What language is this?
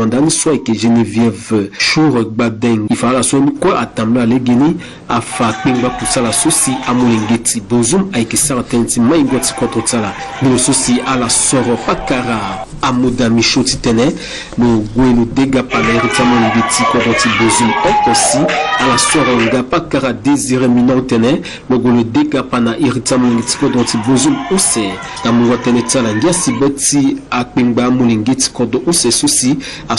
Sango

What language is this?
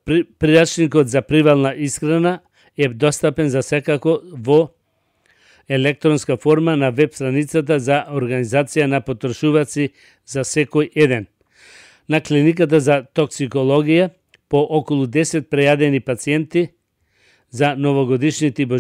Macedonian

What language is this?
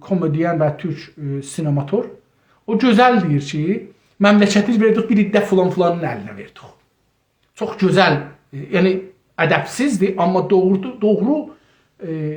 South Azerbaijani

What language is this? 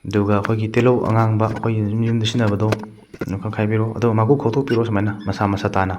Manipuri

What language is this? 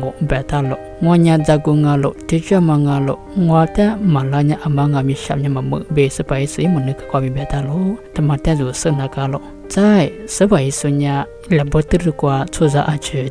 Lisu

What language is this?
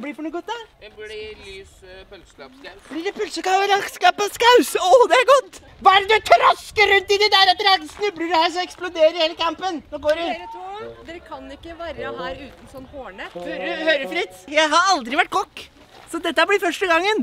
Norwegian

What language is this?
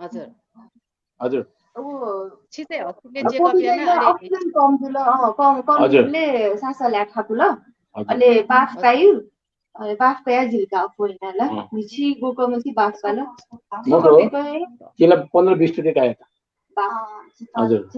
Newari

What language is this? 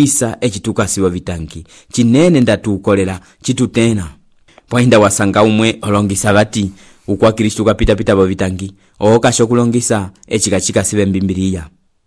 Umbundu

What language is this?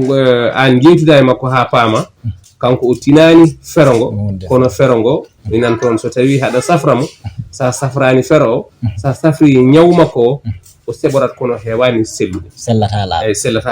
Fula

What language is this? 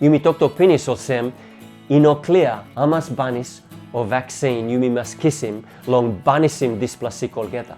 Tok Pisin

